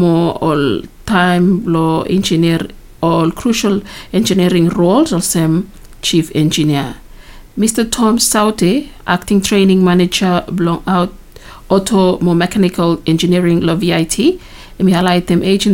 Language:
Bislama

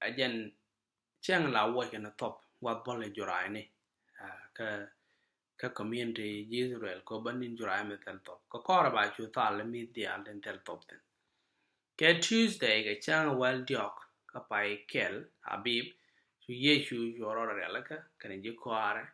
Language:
Nuer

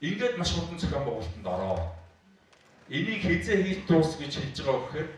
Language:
Mongolian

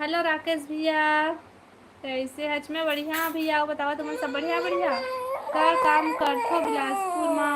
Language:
Chhattisgarhi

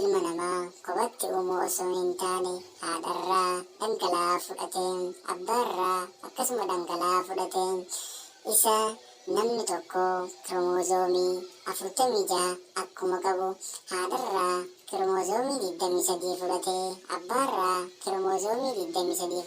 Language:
Oromo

